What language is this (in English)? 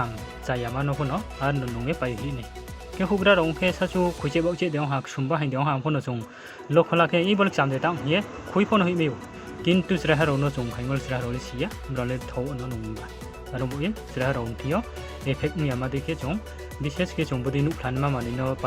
Riang (India)